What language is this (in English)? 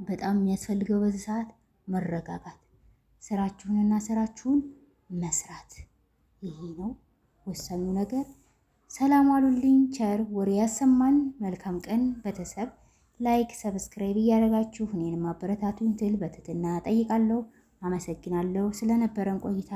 Amharic